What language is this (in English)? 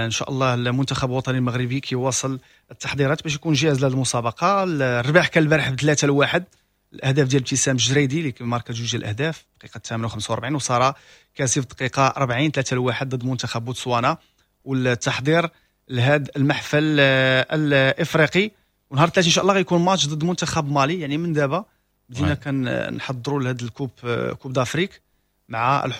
Moroccan Arabic